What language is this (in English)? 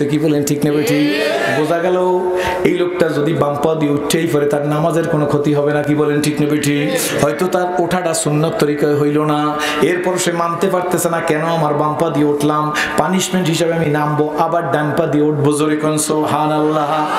Bangla